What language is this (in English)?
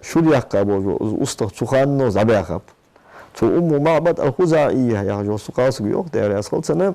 Ingush